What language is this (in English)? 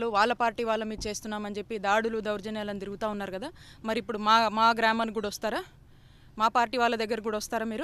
Telugu